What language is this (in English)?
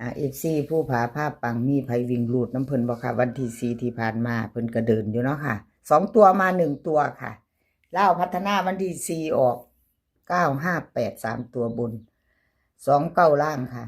Northeastern Thai